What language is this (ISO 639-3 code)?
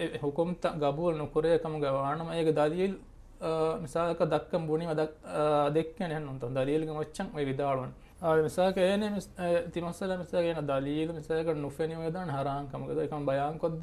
div